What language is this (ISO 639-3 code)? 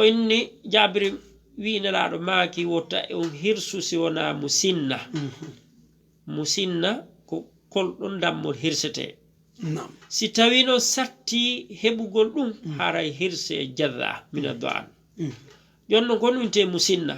ful